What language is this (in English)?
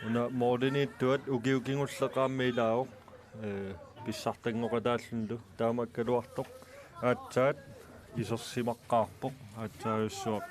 Kalaallisut